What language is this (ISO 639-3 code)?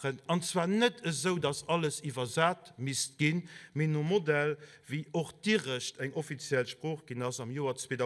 ltz